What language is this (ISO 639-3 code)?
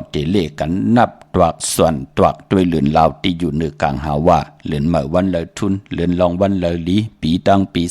shn